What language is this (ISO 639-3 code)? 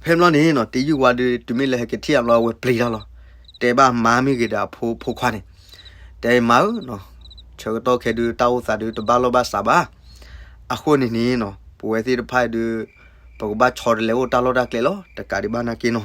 ksw